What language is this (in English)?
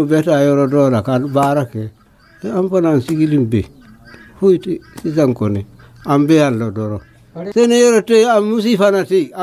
Dyula